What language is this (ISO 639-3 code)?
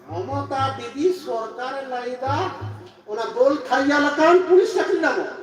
sat